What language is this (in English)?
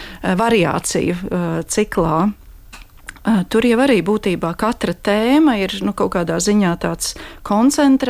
Latvian